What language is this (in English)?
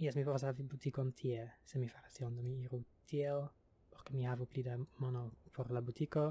Esperanto